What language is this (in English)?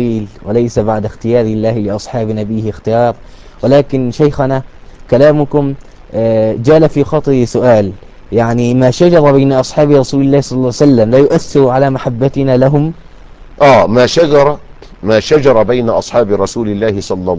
Arabic